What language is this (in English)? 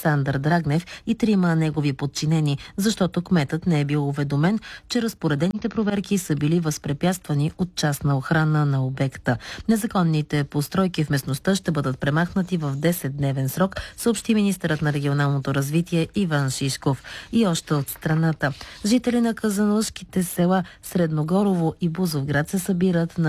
Bulgarian